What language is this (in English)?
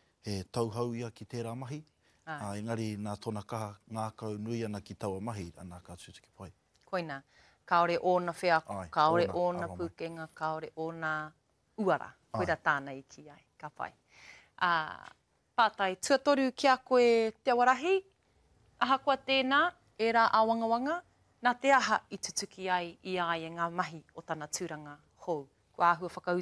Māori